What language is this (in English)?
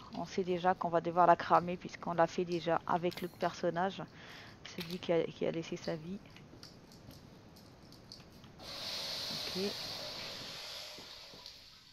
French